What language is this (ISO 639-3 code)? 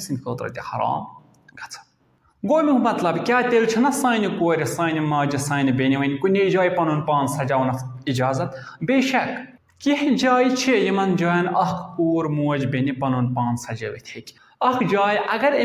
kas